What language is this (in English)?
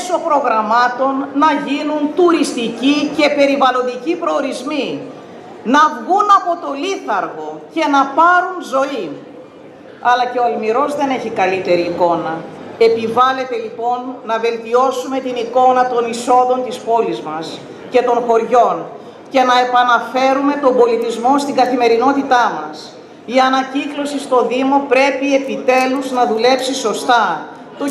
Greek